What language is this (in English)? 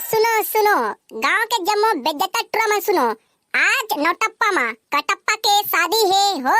Chhattisgarhi